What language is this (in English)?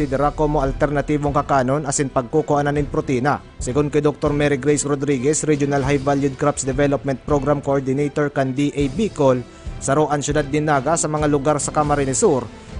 Bikol